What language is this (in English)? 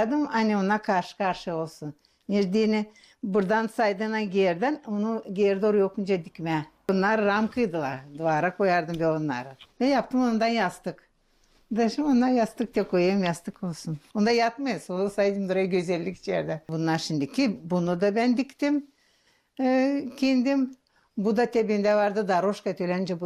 Gagauz